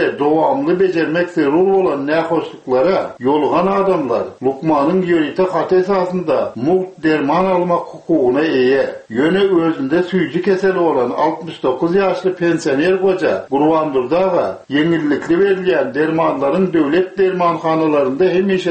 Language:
Turkmen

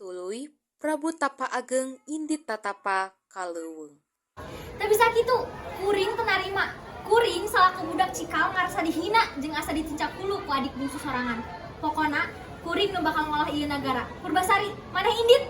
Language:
Sundanese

